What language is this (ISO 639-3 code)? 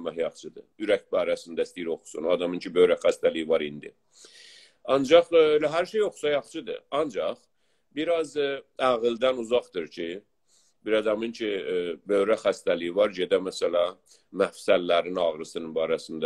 azb